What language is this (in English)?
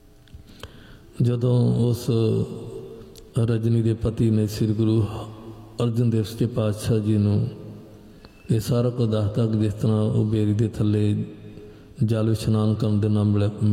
Punjabi